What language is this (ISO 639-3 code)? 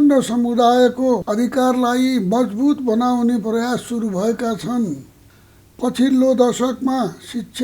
nep